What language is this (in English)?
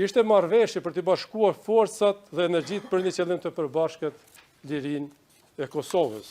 Albanian